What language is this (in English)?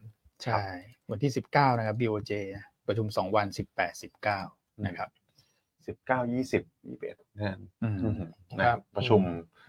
Thai